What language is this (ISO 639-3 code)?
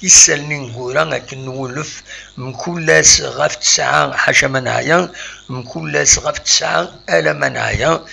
kab